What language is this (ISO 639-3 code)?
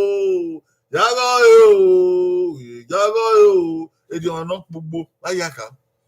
bin